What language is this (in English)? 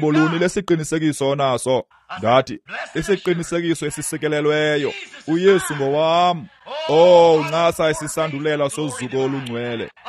Xhosa